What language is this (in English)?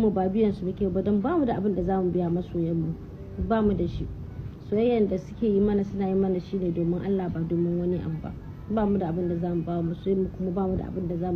Hausa